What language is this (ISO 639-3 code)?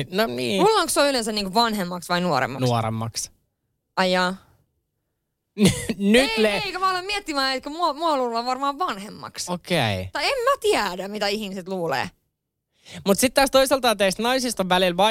fin